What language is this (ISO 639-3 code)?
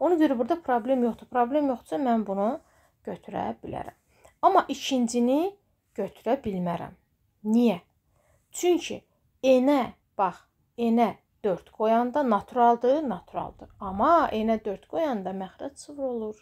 aze